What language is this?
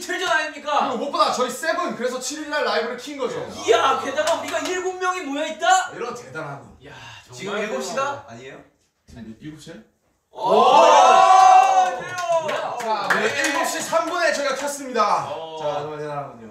Korean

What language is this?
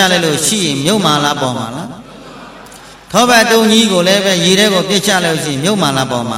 Burmese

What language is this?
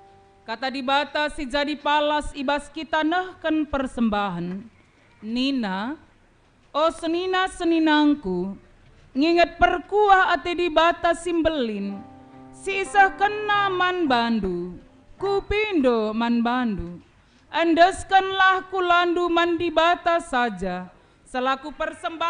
Batak Karo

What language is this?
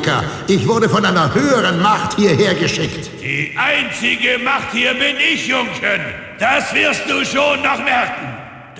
Bavarian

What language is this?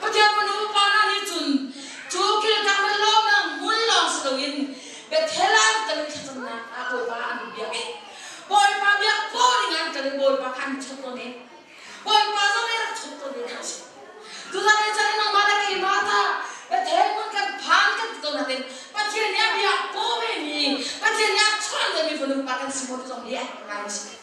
Hakha Chin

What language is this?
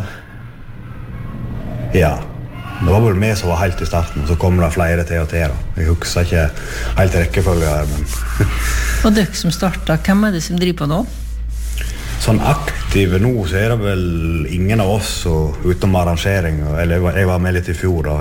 Norwegian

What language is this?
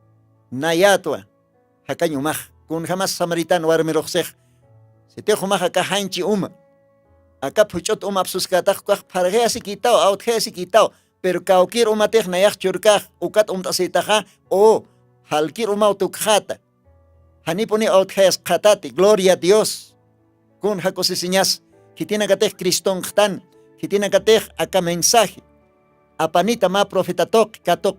Aymara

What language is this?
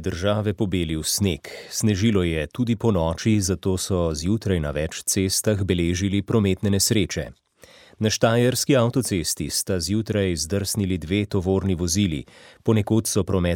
Slovenian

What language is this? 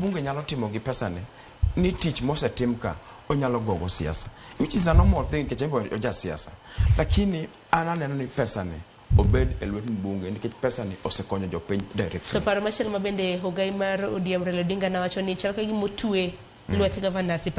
Luo (Kenya and Tanzania)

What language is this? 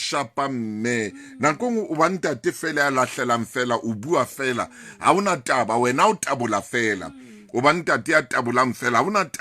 Southern Sotho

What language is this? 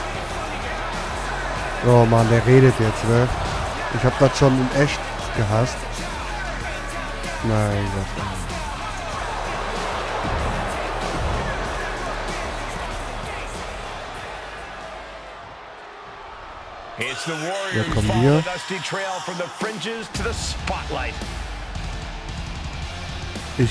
German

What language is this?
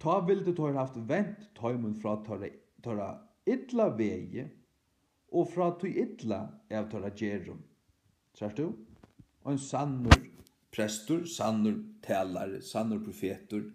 Faroese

